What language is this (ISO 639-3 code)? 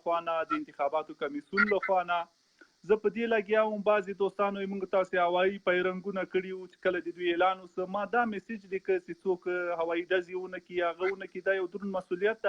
pus